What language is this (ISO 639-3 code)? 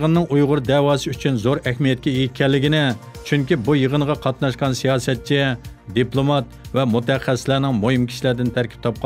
uig